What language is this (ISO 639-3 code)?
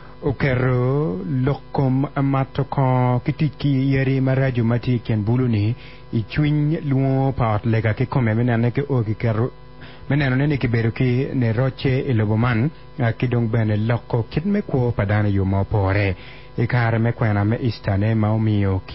ach